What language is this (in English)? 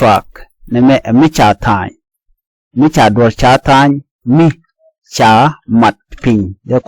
Nuer